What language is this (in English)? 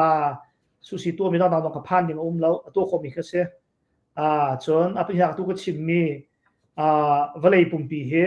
Hakha Chin